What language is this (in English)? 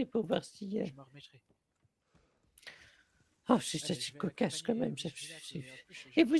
French